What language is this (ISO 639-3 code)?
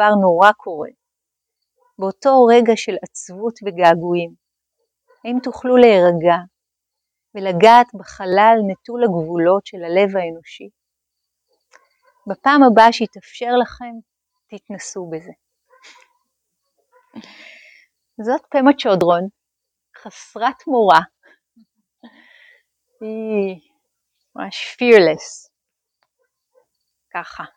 heb